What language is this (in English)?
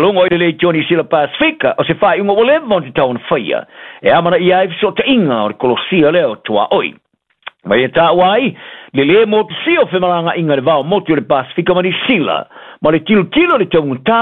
Samoan